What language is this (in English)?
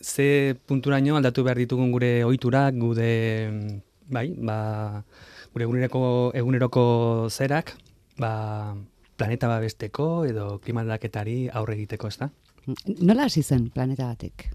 Basque